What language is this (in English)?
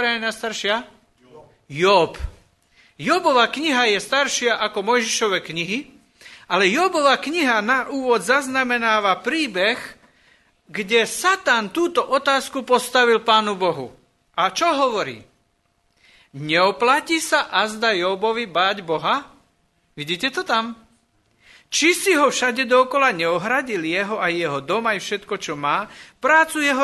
Slovak